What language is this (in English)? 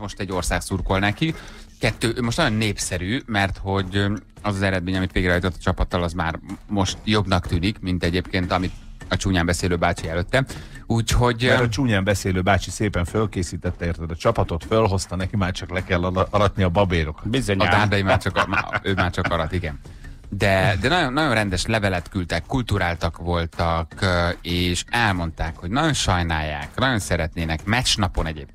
Hungarian